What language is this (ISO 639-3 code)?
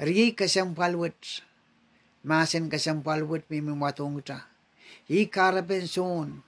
pon